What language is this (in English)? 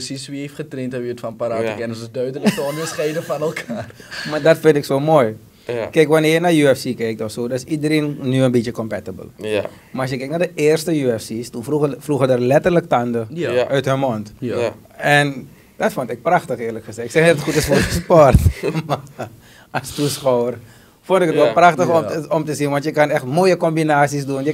Dutch